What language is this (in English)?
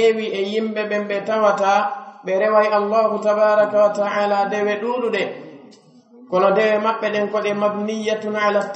Pular